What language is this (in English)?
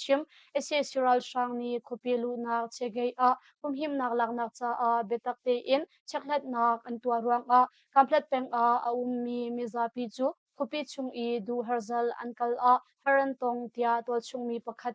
Hakha Chin